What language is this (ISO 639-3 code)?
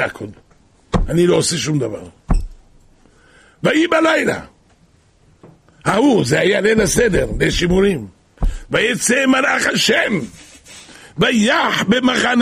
heb